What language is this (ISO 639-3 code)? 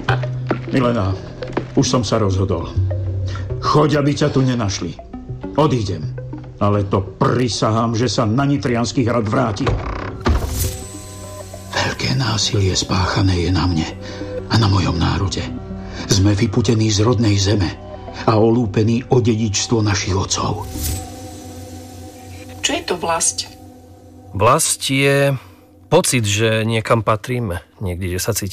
slk